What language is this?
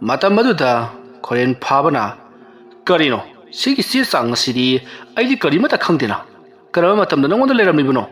Manipuri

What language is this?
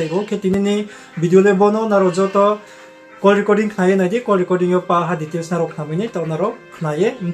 Riang (India)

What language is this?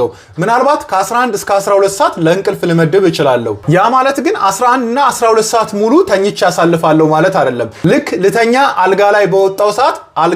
Amharic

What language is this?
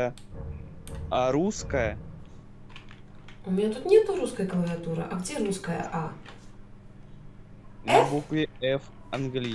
Russian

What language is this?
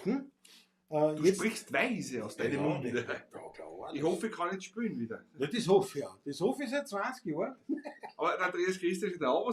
Bavarian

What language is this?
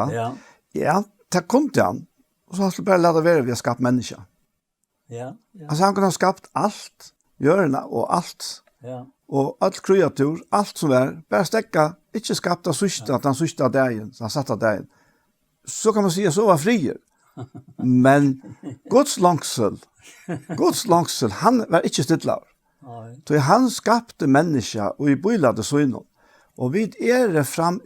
Faroese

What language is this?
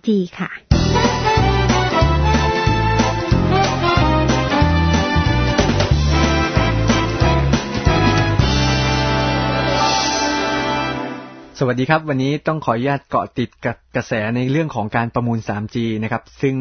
Thai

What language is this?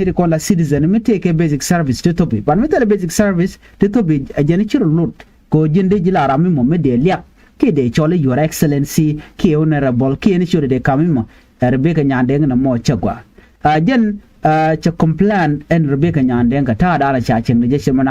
Nuer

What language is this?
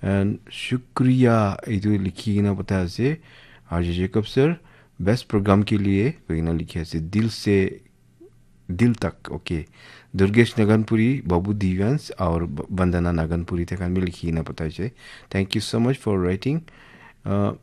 Naga Pidgin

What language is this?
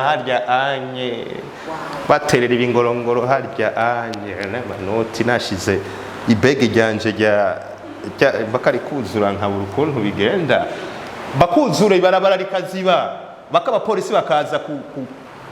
Rundi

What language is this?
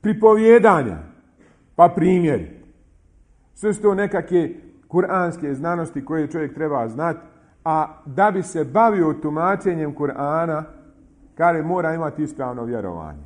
Bosnian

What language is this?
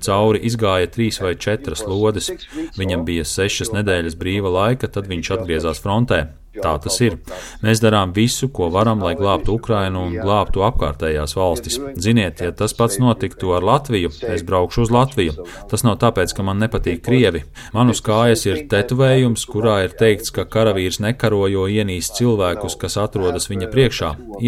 Latvian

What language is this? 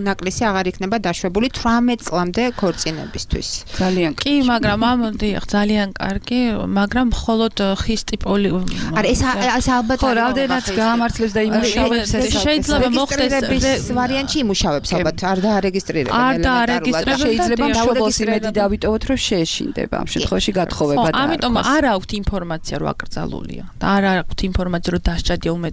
Georgian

